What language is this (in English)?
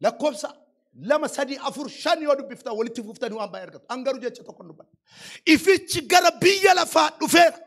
Oromo